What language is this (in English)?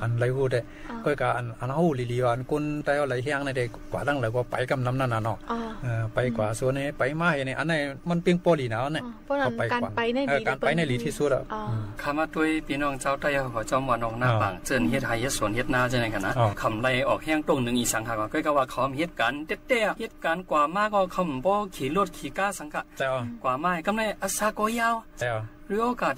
Shan